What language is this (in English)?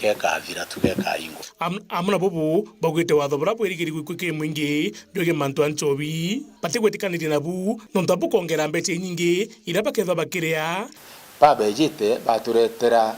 Meru